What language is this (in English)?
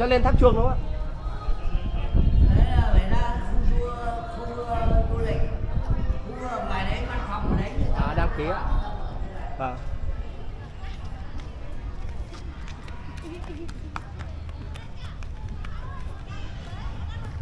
Vietnamese